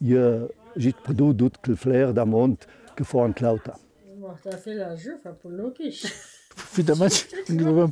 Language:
Ladin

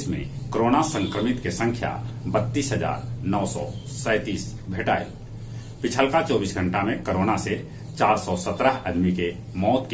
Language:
Magahi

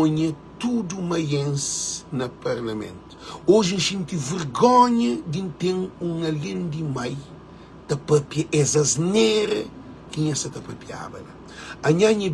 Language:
Kabuverdianu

